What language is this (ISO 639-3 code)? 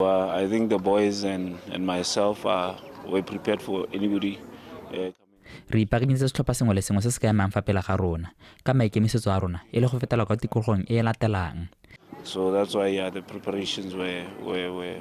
tsn